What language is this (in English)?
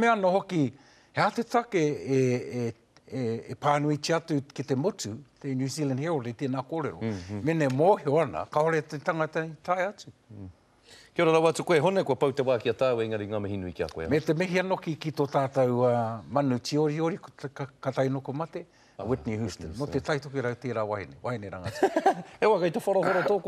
Māori